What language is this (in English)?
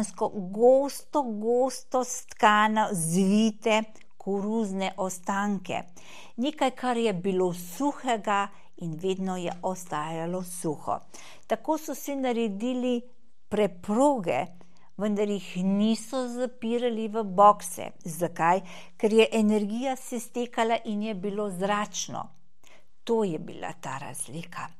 Slovenian